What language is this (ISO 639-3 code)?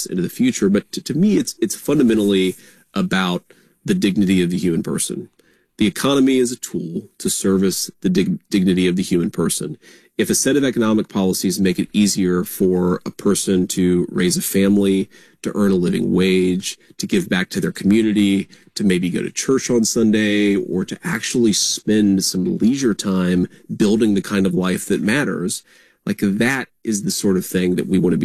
eng